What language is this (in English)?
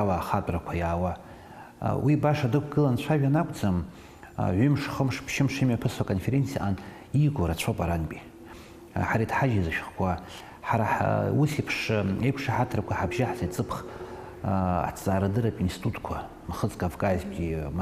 Abkhazian